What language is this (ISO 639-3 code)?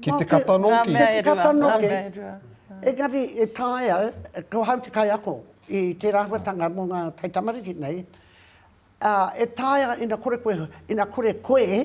mri